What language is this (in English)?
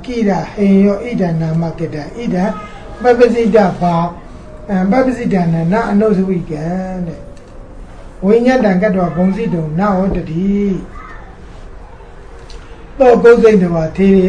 Burmese